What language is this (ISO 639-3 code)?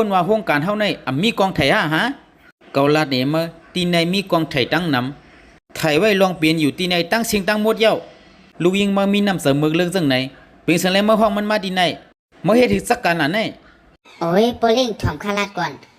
shn